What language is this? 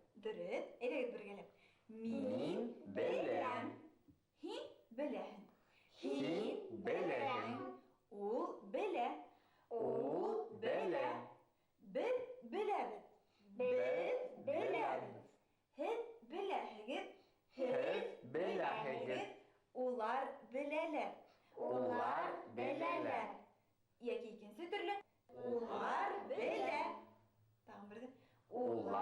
Bashkir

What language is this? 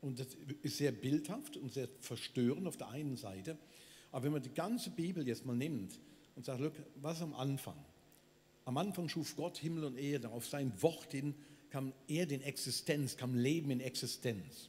Swiss German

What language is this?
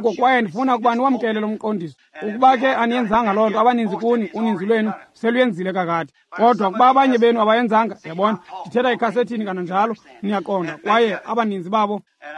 Xhosa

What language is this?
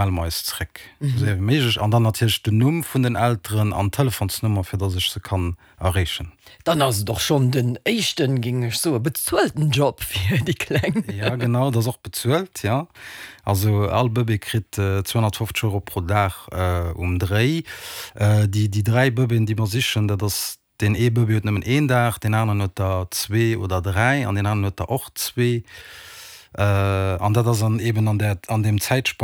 Luxembourgish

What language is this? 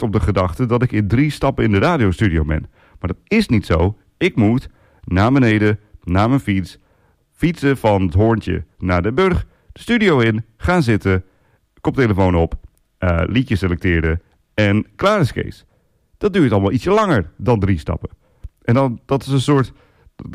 Dutch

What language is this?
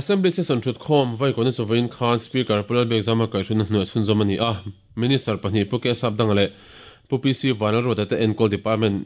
Mizo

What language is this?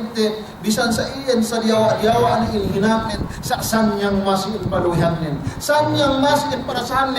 Yakan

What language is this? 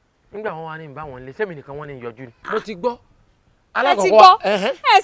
Yoruba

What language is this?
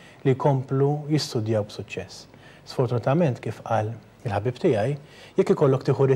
Maltese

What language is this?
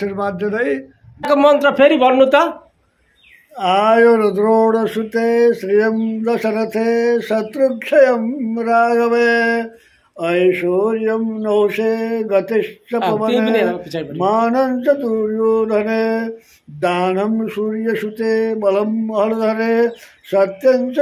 Nepali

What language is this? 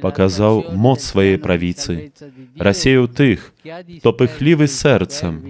Belarusian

